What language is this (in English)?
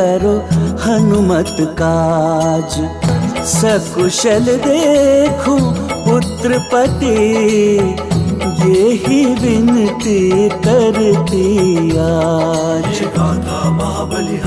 Hindi